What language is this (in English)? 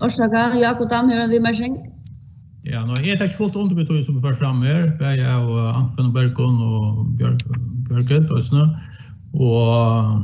Faroese